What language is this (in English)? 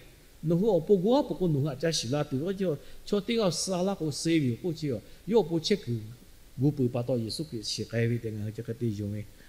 Lahu